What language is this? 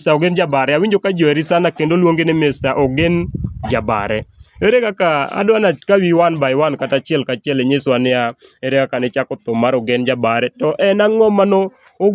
Luo (Kenya and Tanzania)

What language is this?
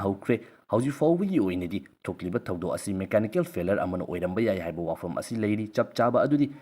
Manipuri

